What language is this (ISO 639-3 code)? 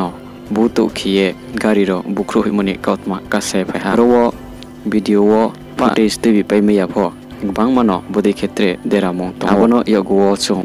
ria